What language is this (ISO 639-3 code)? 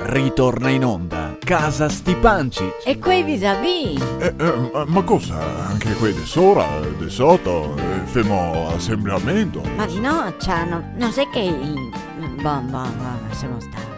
vec